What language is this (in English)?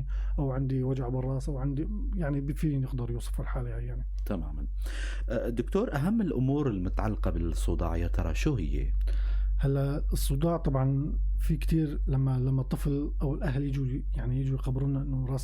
North Levantine Arabic